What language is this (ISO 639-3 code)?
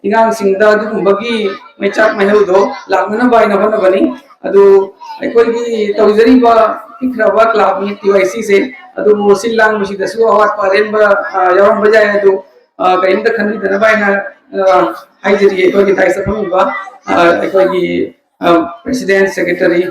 mni